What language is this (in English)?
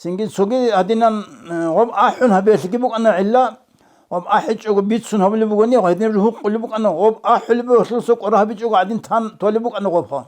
Avaric